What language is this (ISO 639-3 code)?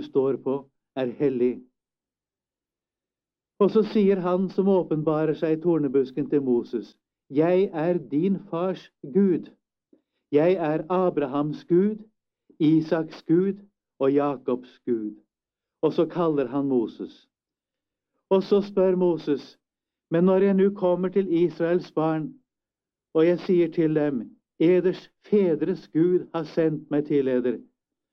nor